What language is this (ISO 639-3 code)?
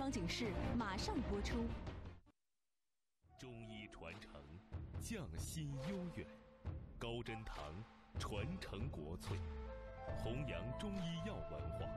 zho